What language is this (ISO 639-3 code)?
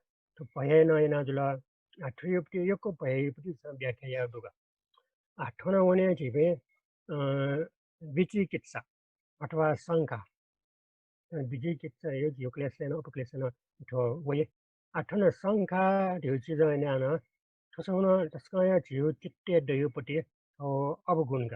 new